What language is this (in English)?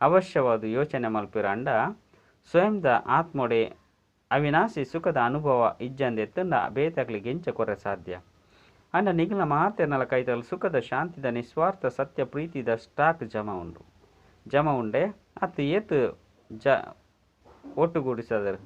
Tulu